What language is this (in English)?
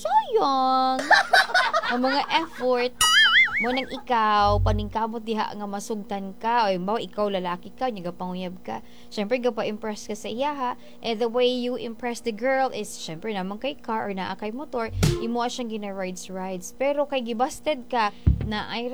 Cebuano